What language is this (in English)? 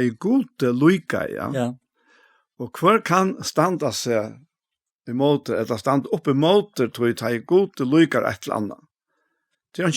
Faroese